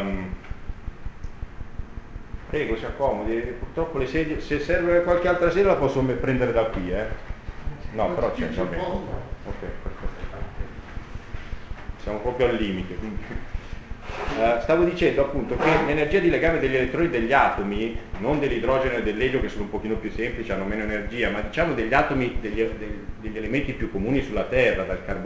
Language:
Italian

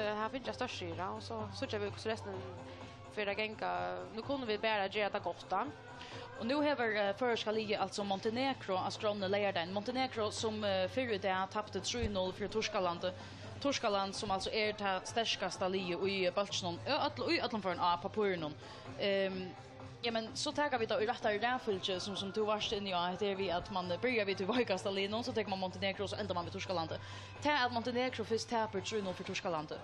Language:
Faroese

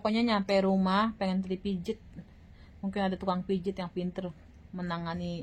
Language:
Betawi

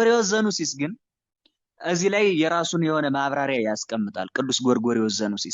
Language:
Amharic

